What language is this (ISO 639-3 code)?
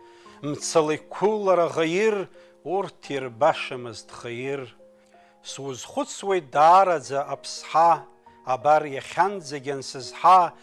abk